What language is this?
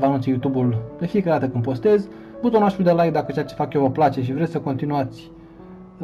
Romanian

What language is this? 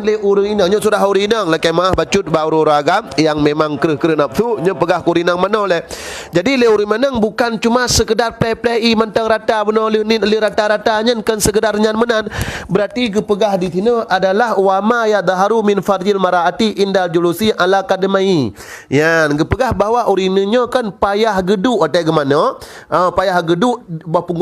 Achinese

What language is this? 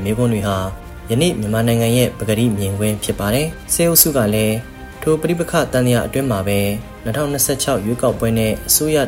Burmese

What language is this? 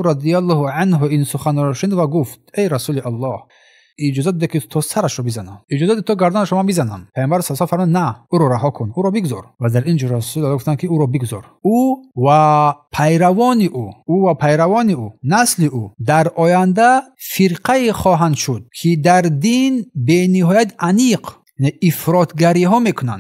Tajik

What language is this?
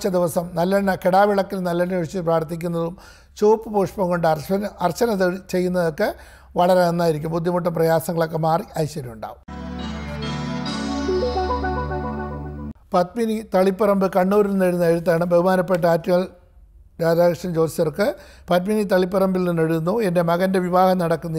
Malayalam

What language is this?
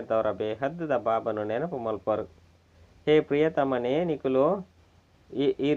Tulu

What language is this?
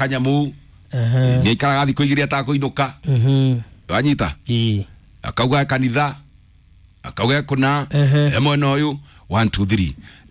Kikuyu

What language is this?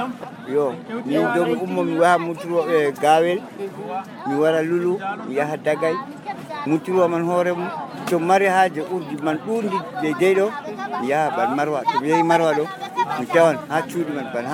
Nigerian Fulfulde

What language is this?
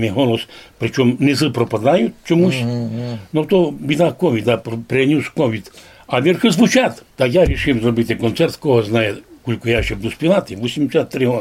Rusyn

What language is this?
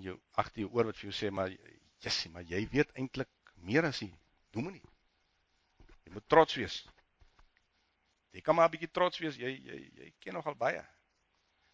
Afrikaans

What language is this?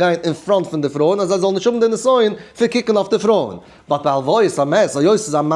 Yiddish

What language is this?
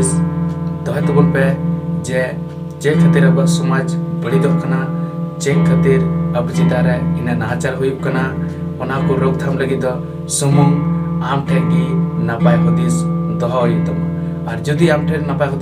Santali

